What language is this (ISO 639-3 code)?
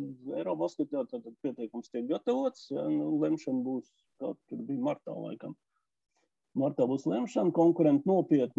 lav